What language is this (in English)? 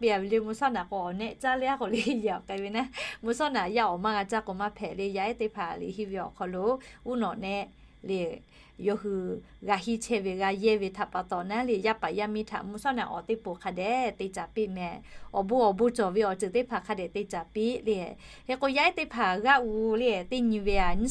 Lahu